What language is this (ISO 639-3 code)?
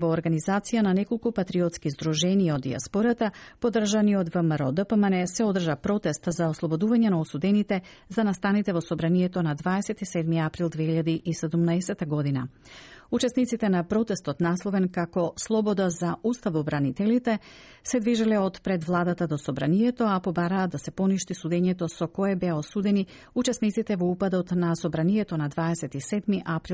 mkd